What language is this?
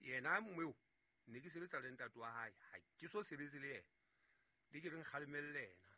Southern Sotho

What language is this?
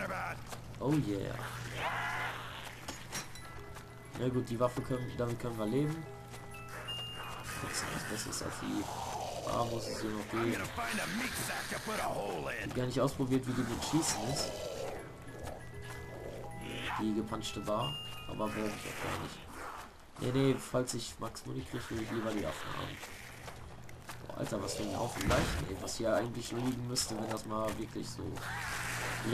German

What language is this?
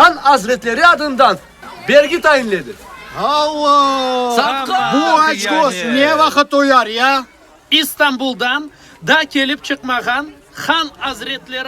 Crimean Tatar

